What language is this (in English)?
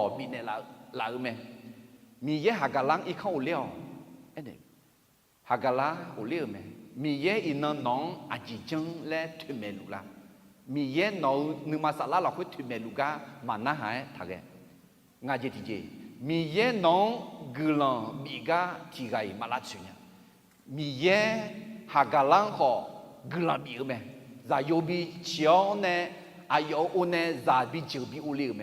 Akha